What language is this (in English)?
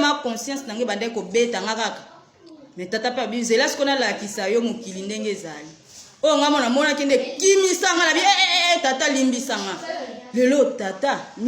Lingala